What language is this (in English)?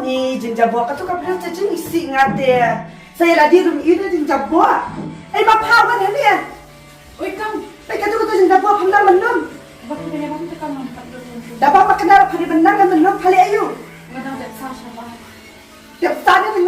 Khasi